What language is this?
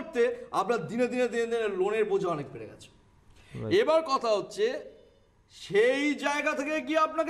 Bangla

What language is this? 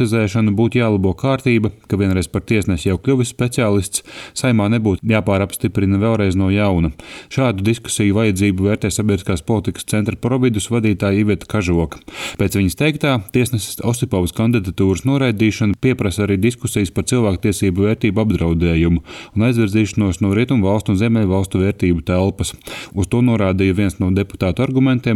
Latvian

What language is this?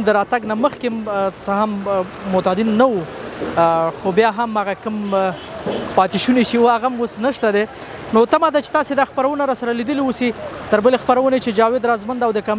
Pashto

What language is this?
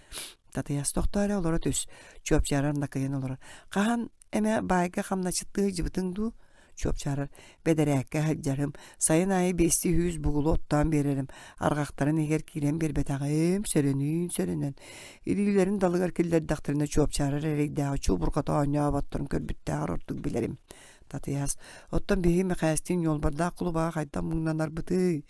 Yakut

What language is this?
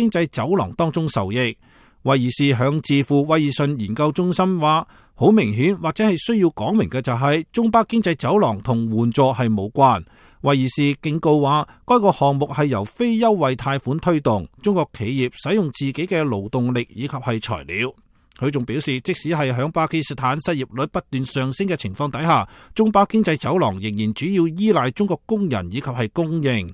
Cantonese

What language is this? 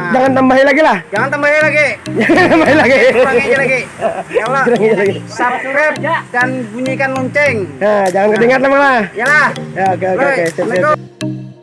Banjar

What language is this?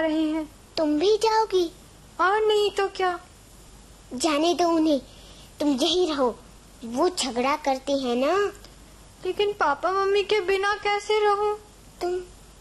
Hindi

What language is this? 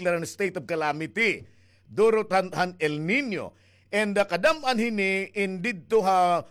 Waray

